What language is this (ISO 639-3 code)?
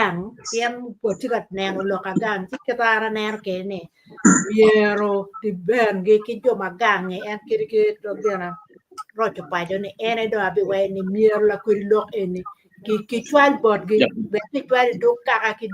ach